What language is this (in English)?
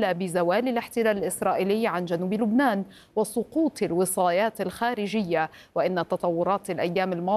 Arabic